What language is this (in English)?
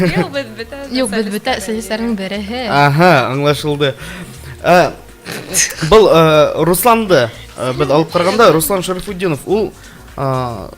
Bashkir